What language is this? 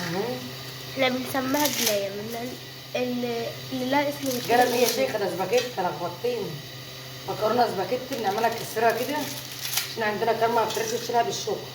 Egyptian Arabic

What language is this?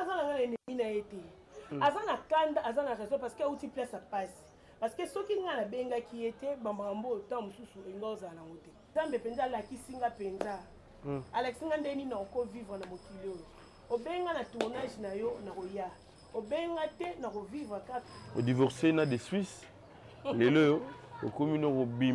Lingala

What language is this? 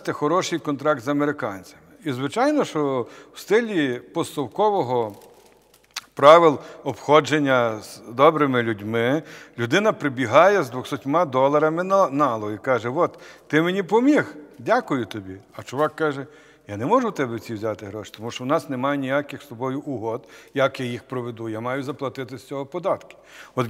Ukrainian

